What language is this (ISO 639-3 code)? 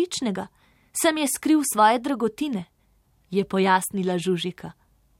slv